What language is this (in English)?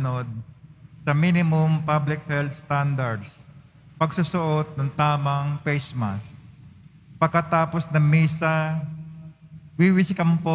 Filipino